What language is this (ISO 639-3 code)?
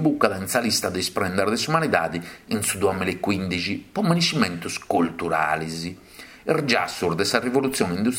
srd